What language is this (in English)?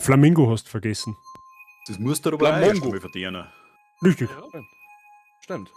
Bavarian